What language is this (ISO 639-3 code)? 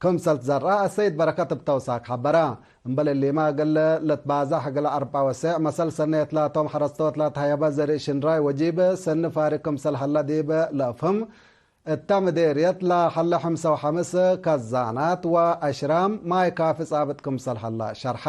tig